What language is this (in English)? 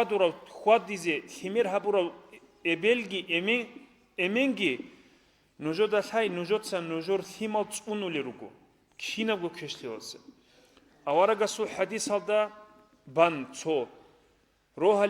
Avaric